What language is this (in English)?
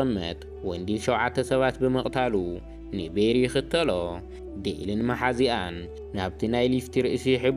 Tigrinya